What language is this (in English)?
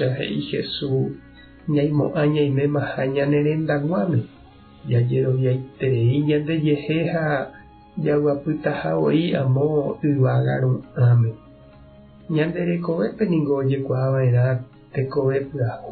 Guarani